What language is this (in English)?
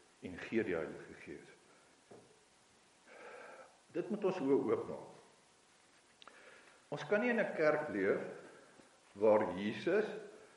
Afrikaans